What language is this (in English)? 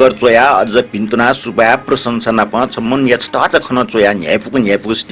Newari